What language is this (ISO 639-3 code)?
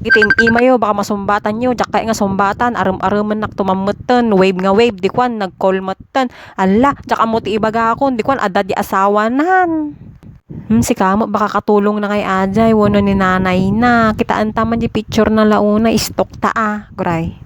ilo